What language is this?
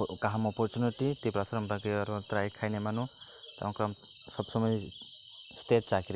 Kok Borok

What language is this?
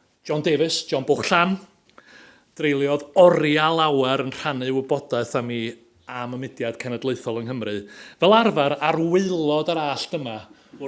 Welsh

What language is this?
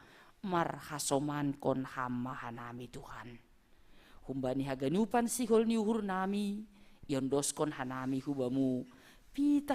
Batak Simalungun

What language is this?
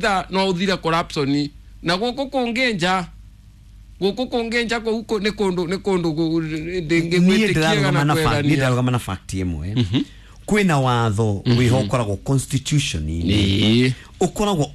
Kikuyu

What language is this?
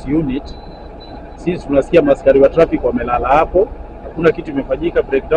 Gusii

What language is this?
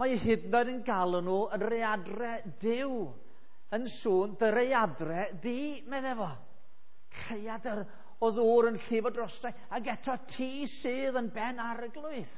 Welsh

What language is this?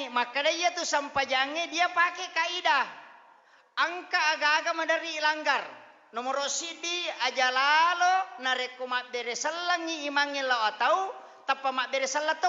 Buginese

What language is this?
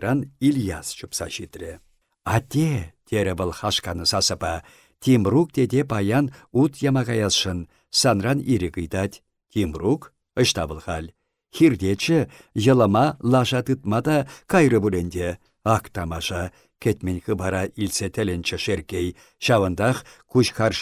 Chuvash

